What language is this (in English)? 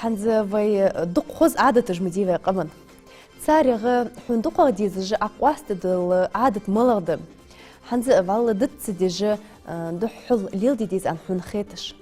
Ingush